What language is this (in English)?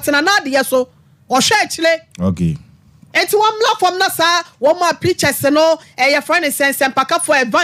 Akan